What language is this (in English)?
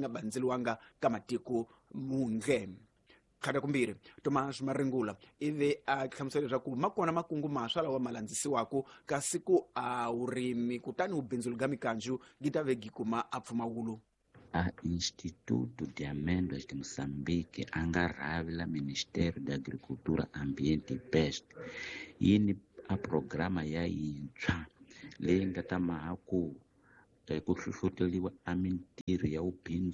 Tsonga